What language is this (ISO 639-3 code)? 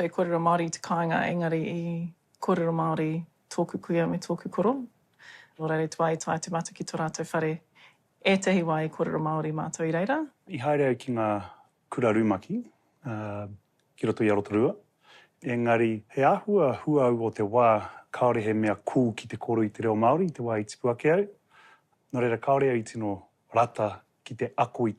mri